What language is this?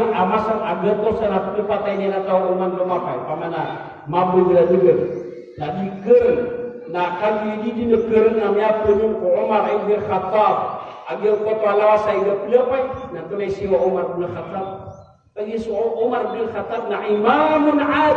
Maranao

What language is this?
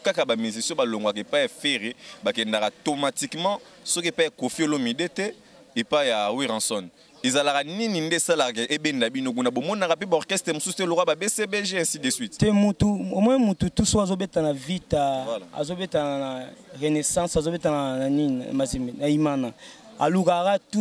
Lingala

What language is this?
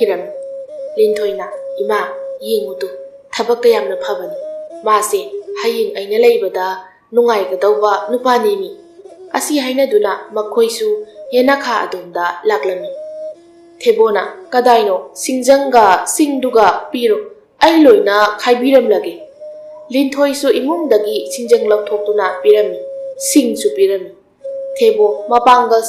Manipuri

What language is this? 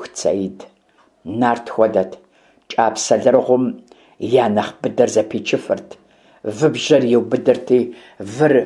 Kabardian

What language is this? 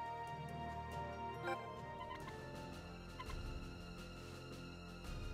Italian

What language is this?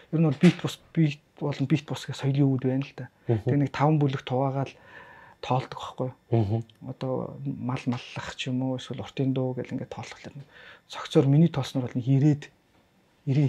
Mongolian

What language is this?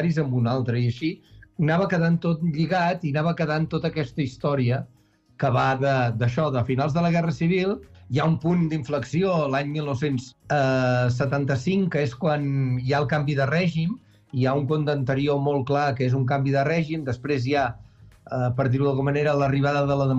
Catalan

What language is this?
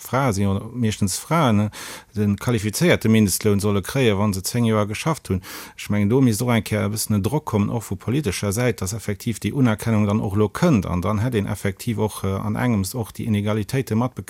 Luxembourgish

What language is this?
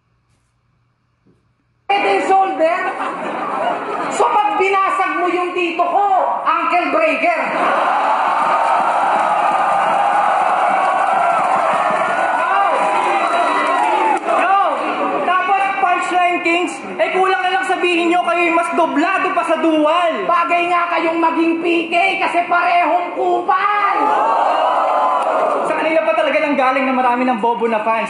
Filipino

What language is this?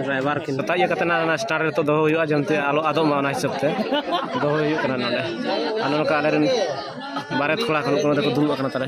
Santali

